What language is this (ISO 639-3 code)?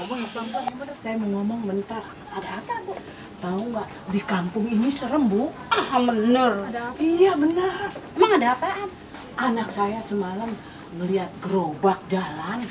bew